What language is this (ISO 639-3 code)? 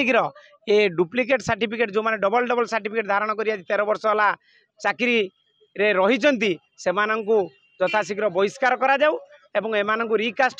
ori